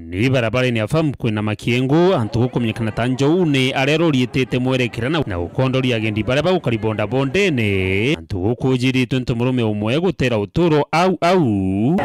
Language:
Meru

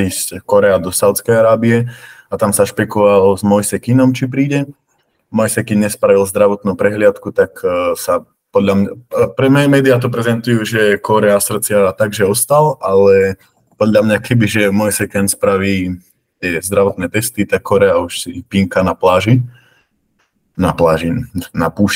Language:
Slovak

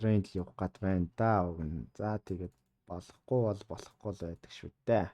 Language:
Mongolian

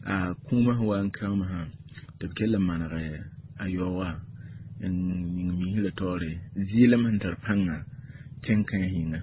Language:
Mossi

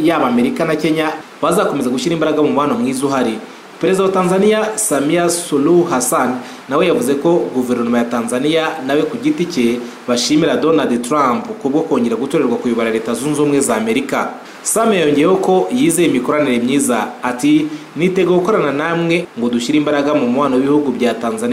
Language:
Kinyarwanda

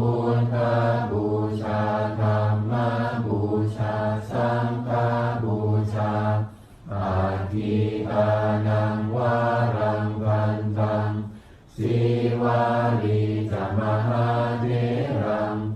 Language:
Pali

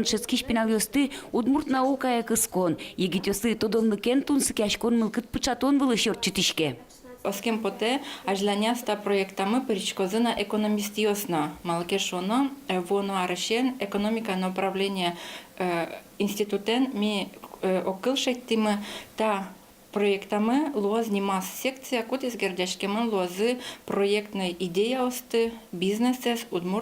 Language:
Udmurt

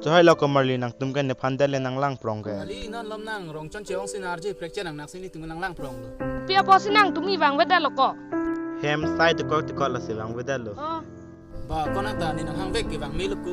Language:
Karbi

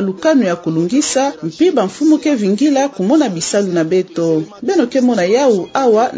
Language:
Kituba (Democratic Republic of Congo)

